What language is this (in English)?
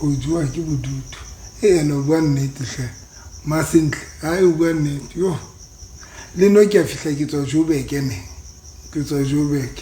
Southern Sotho